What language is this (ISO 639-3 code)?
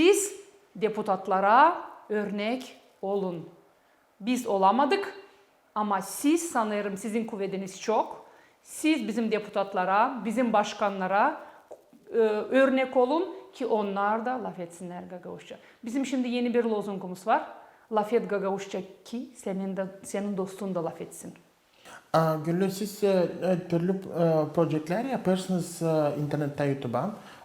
gag